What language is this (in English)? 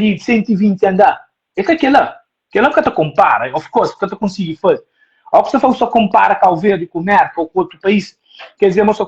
Kabuverdianu